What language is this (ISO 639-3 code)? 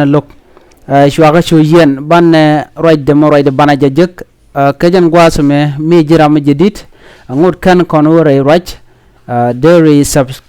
nus